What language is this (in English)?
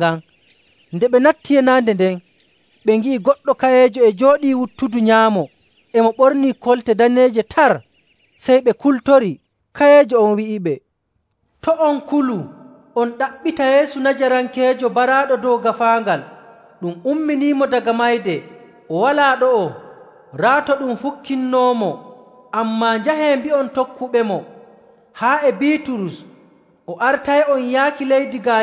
Nigerian Fulfulde